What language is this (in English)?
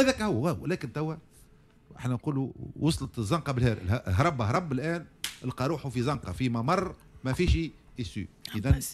Tunisian Arabic